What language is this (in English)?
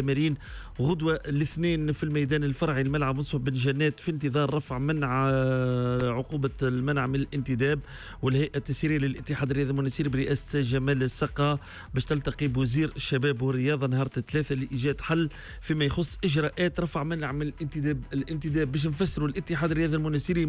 Tunisian Arabic